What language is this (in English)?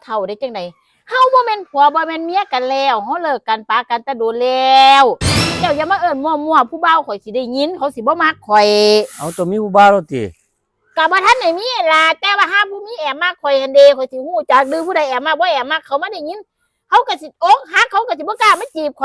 Northeastern Thai